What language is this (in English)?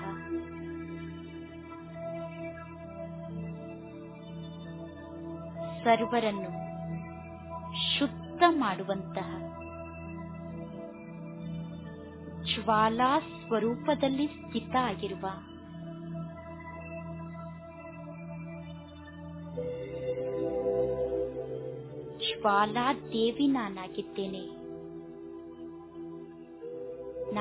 Kannada